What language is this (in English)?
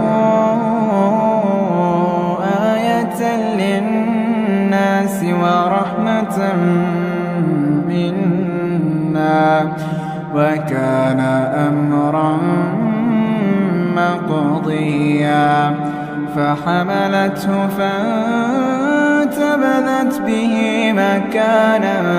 Arabic